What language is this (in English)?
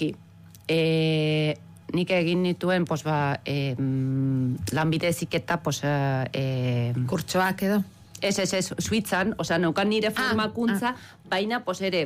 Basque